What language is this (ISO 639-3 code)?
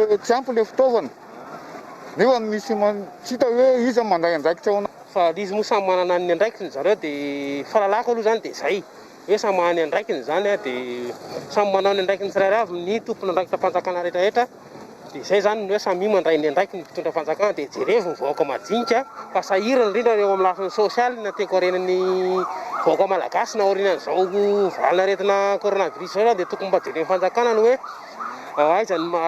mlg